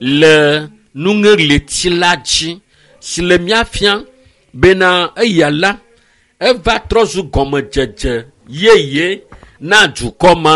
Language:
Ewe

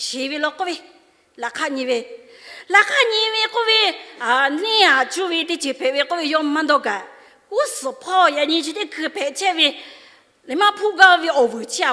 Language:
Lahu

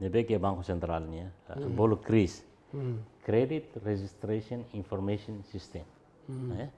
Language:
Tetum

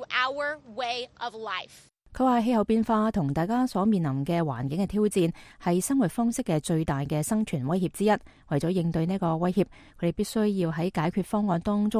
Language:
Cantonese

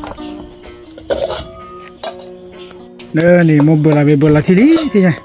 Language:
S'gaw Karen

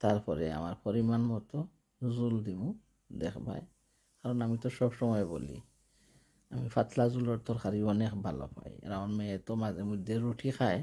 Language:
Sylheti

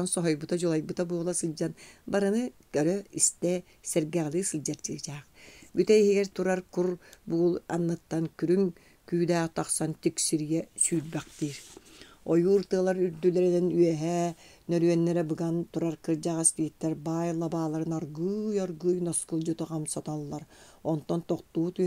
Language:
Yakut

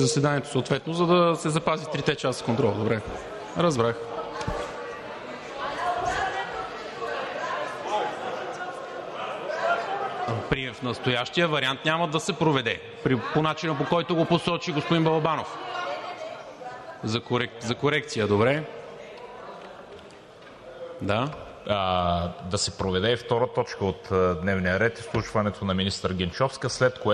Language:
Bulgarian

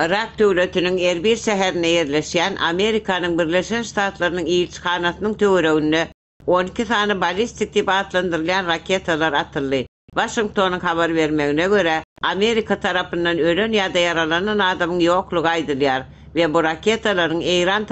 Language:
Turkmen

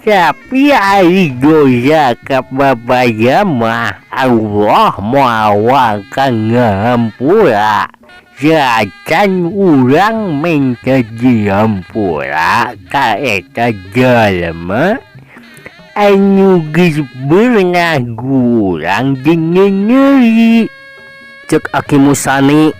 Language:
Sundanese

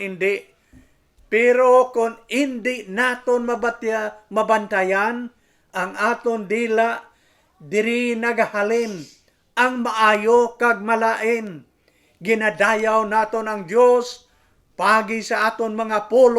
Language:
Hiligaynon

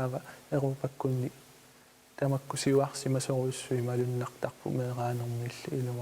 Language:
Kalaallisut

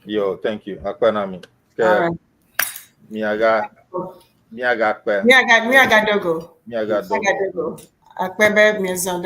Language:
Ewe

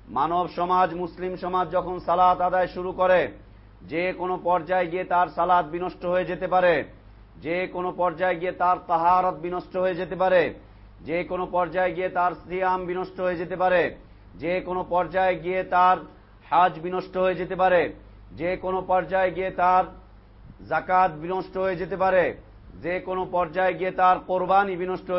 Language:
Bangla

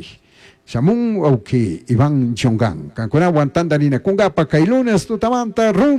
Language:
Chimborazo Highland Quichua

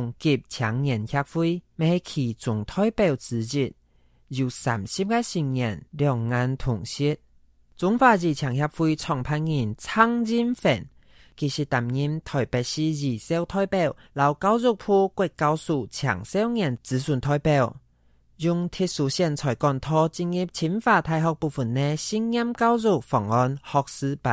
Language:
Hakka Chinese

